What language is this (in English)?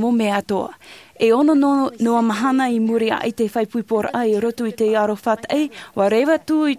Tahitian